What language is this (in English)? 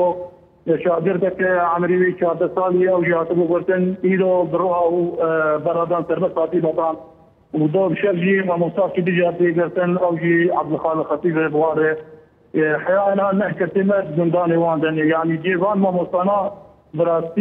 Kurdish